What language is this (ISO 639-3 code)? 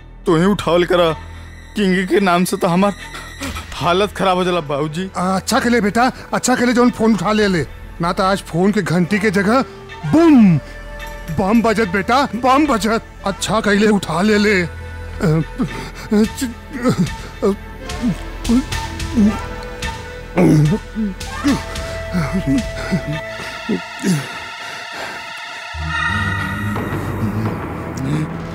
bho